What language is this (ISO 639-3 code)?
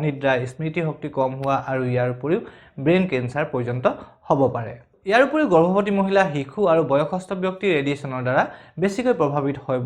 asm